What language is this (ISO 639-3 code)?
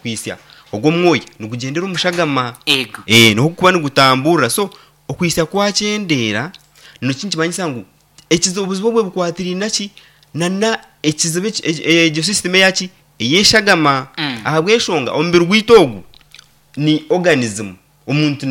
nyn